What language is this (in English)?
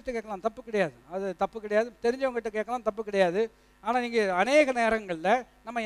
Tamil